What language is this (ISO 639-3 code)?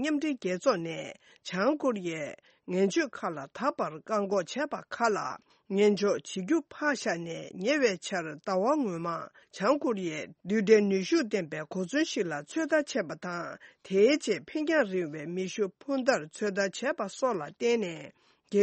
bod